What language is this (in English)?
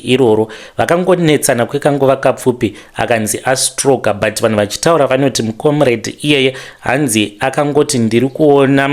Shona